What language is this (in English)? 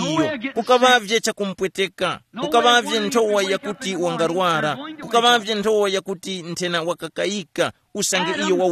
Tumbuka